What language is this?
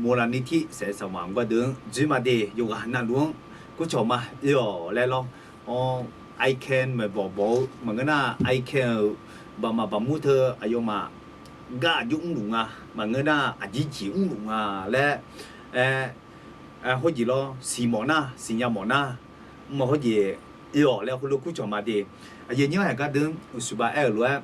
Akha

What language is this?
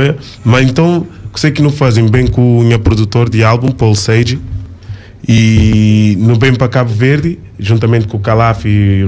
Kabuverdianu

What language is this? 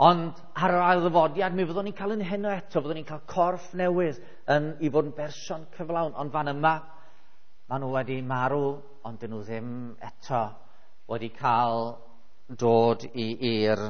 Welsh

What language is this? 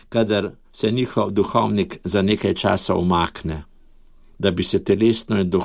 Slovenian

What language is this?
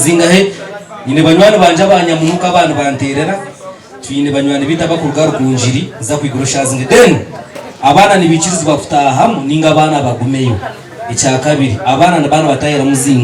Nyankole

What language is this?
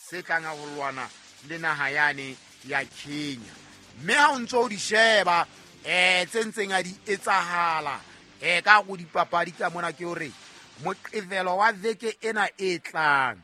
Southern Sotho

